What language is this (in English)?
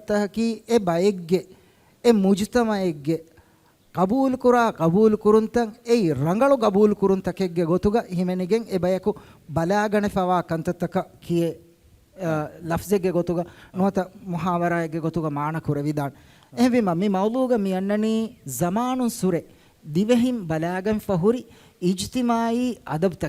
Divehi